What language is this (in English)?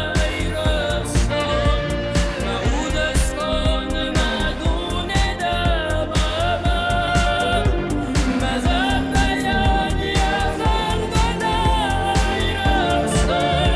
Ossetic